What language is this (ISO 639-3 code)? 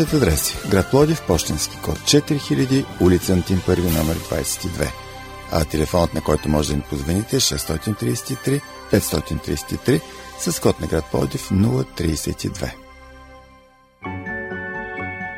bul